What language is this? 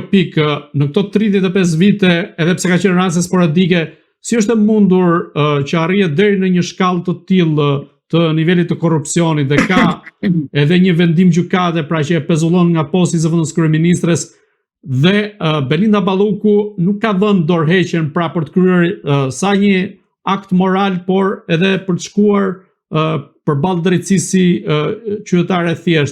Albanian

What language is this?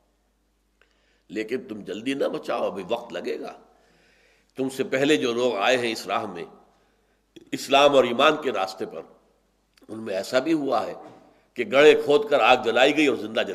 Urdu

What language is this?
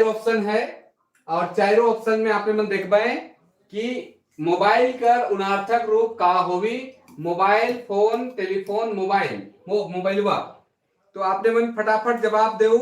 Sadri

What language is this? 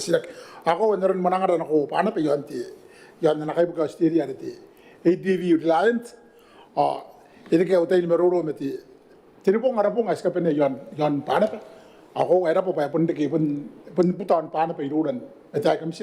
Gilbertese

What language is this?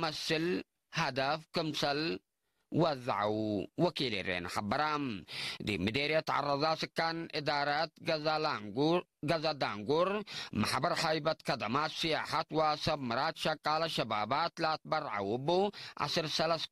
Tigre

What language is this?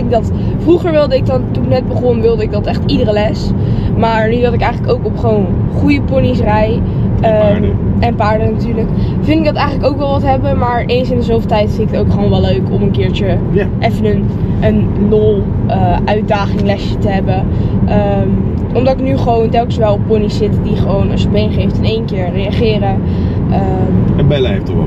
Dutch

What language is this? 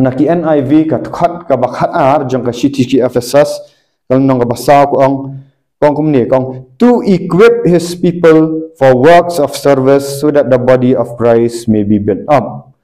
Khasi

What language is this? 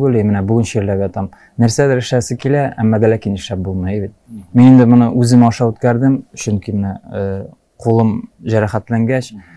Tatar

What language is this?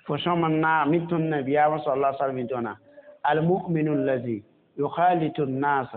Mossi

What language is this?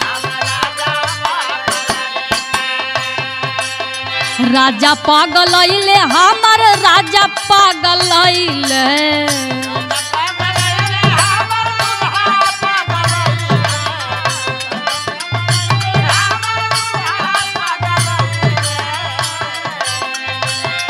Bhojpuri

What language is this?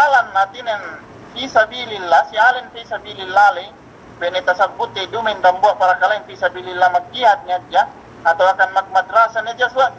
Yakan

